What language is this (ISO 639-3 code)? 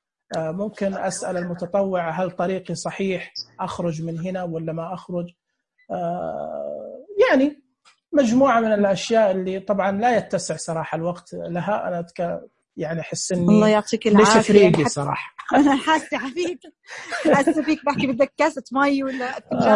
ars